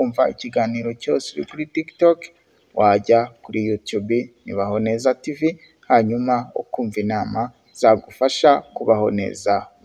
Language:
Kinyarwanda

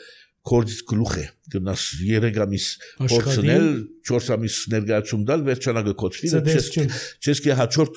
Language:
Armenian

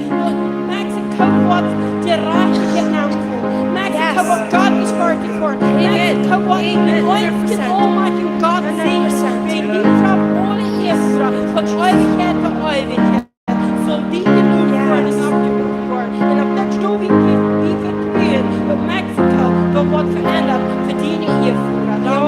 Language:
Plautdietsch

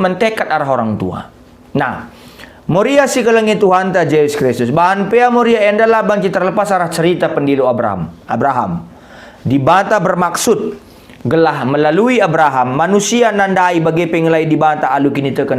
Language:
Batak Karo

